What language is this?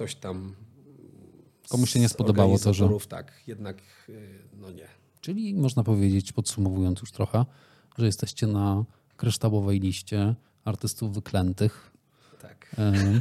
Polish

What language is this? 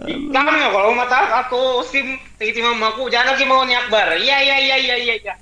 Banjar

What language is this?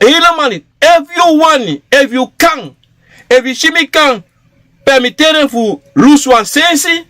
Sranan Tongo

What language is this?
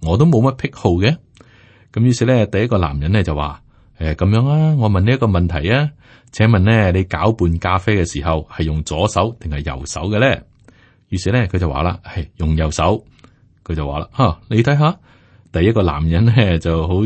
Cantonese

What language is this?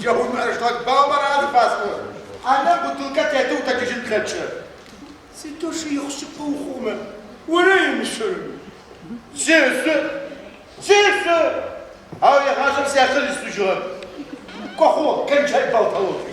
Adyghe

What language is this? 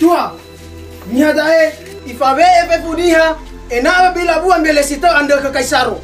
Nias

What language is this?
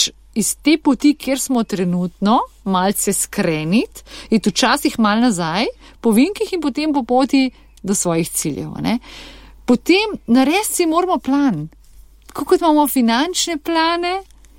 Slovenian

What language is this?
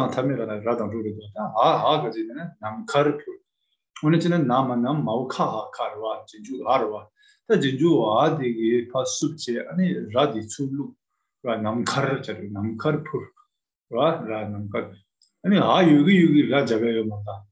Tibetan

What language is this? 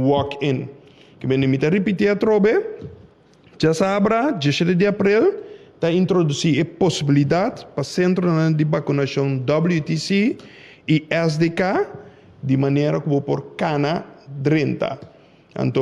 Papiamento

